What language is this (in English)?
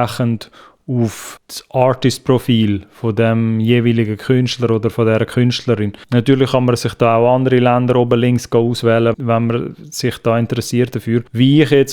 Swiss German